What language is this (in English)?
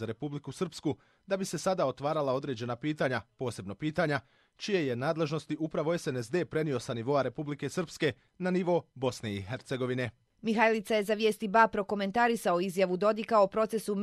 Croatian